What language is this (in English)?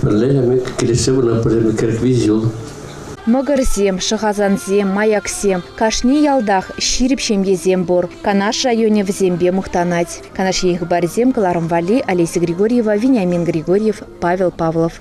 Chuvash